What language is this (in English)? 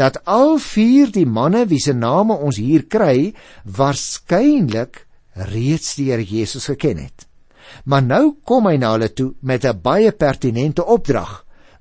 Afrikaans